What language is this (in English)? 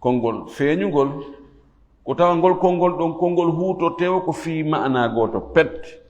Fula